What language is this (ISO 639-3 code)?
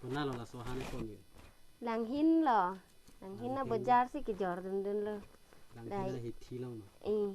mjw